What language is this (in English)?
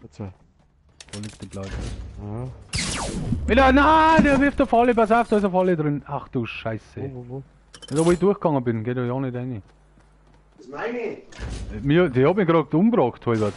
Bavarian